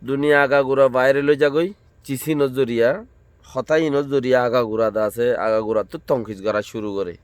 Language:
Rohingya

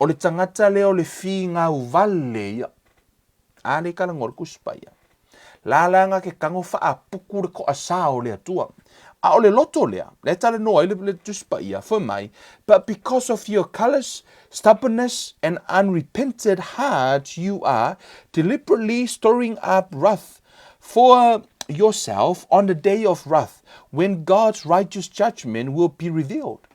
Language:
Samoan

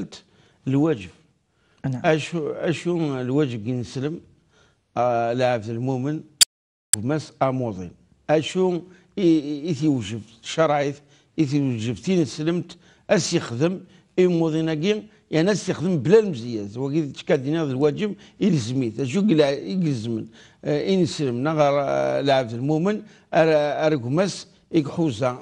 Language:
Kabyle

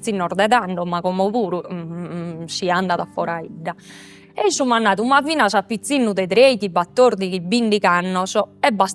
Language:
Sardinian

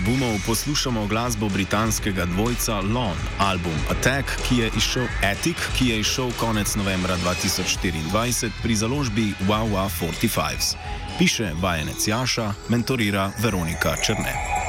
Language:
Slovenian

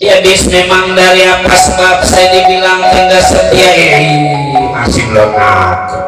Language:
Betawi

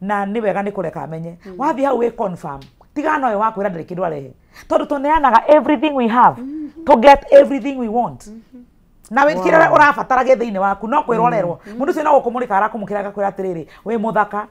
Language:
Kikuyu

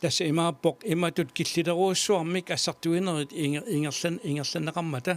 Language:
Kalaallisut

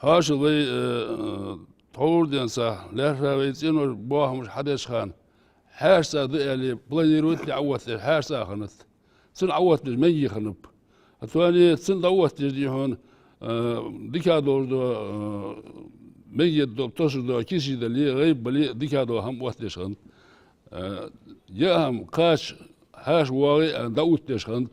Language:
Ingush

